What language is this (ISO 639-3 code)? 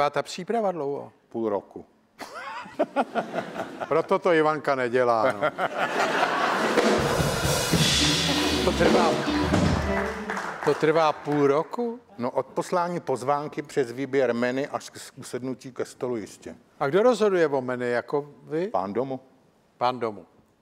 ces